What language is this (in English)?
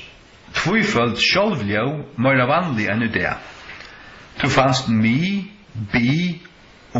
Faroese